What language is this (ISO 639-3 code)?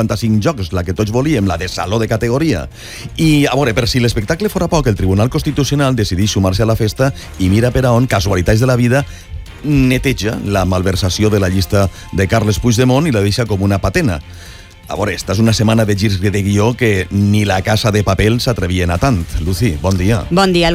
cat